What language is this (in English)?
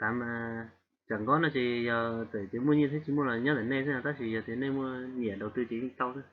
Hmong